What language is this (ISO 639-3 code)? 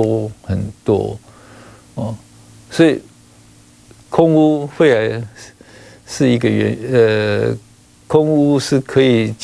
zho